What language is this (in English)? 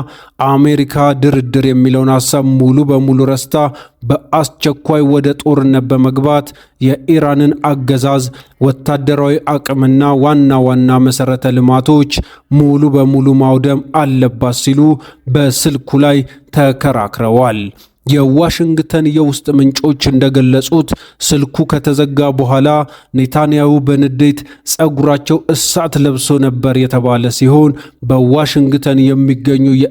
Amharic